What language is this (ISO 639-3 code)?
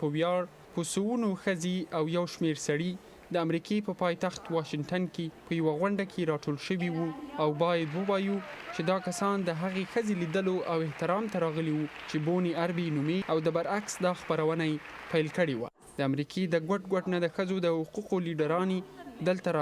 pus